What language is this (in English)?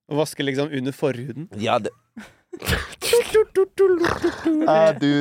Norwegian